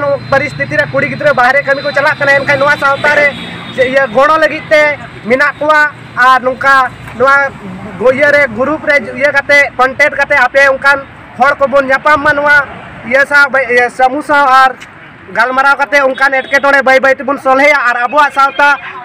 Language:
Santali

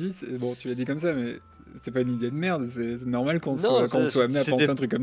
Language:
French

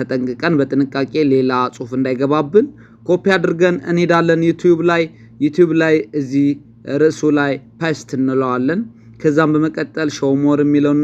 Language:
Amharic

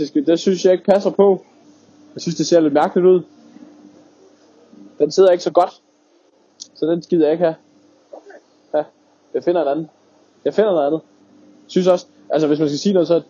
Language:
Danish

